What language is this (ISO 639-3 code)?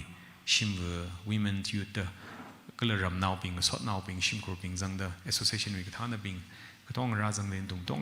nmf